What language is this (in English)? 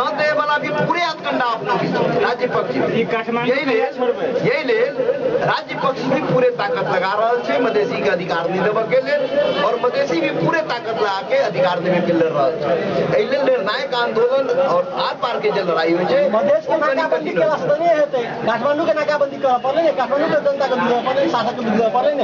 Maithili